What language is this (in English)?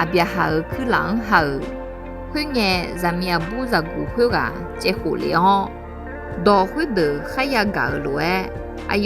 Akha